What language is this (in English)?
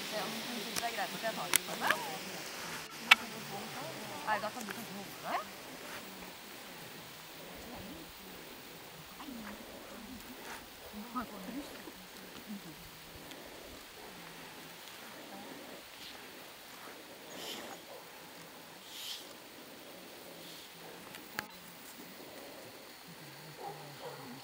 Norwegian